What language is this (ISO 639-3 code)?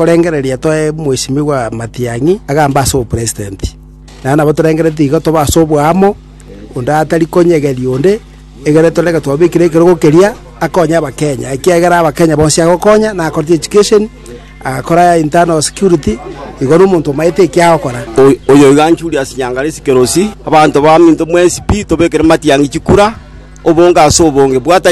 guz